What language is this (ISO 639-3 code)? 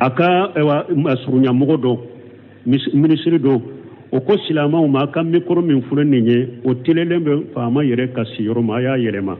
bam